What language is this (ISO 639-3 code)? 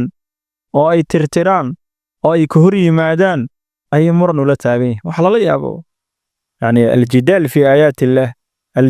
som